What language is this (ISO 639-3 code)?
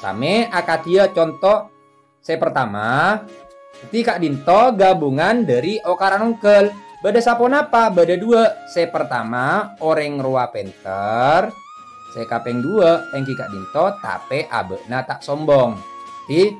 mad